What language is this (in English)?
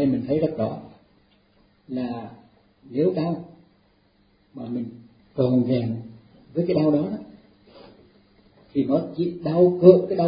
Vietnamese